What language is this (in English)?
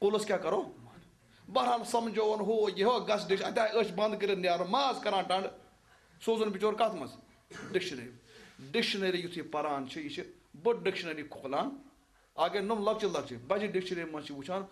Kashmiri